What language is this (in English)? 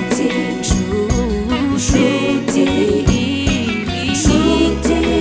Kinyarwanda